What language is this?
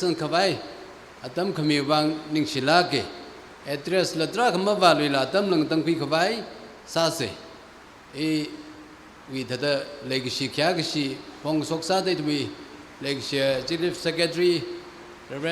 Tangkhul Naga (India)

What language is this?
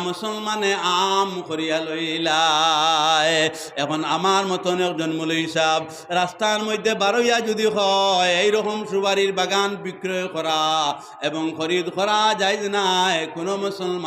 Sylheti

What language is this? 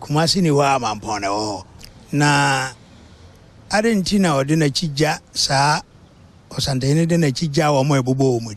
Akan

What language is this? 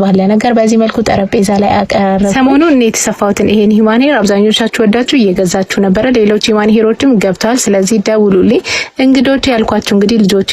Amharic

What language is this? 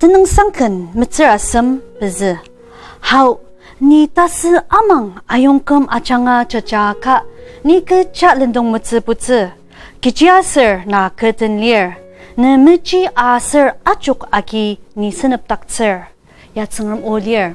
Ao Naga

